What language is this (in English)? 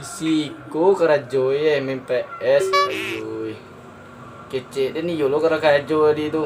Minangkabau